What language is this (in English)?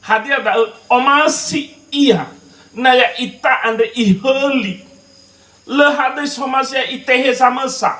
Nias